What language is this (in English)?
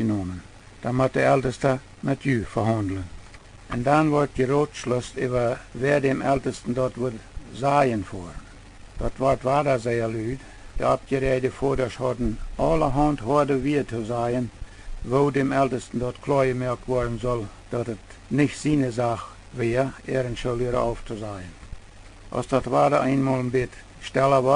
Plautdietsch